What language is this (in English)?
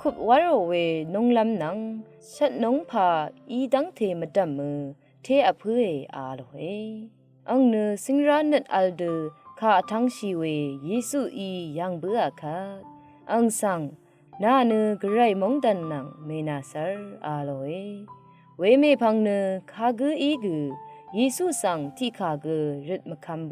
Rawang